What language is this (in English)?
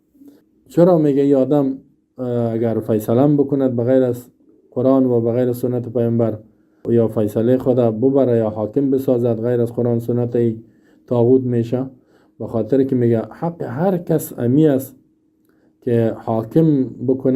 Persian